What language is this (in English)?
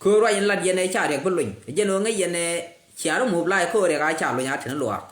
Nuer